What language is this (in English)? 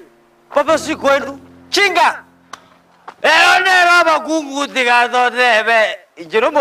Gusii